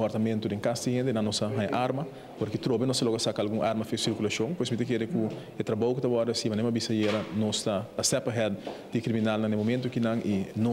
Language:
Papiamento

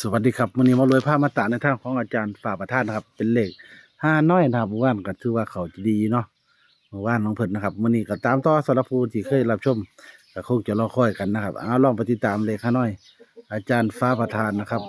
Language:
Northeastern Thai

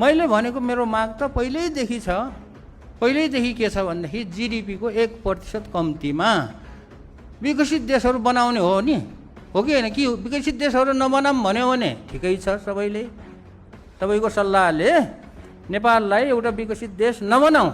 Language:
Nepali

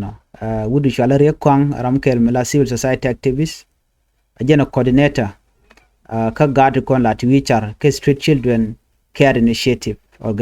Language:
Nuer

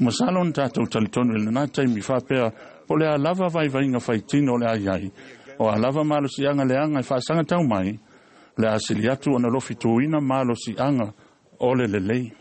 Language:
Samoan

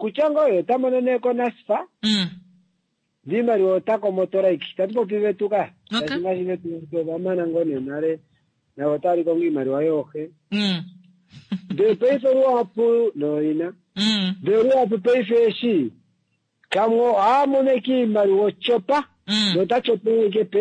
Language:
Kuanyama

